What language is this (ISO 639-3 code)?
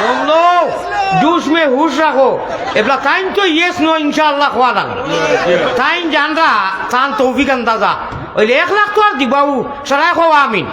syl